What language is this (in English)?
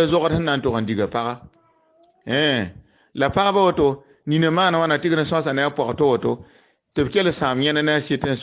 Mossi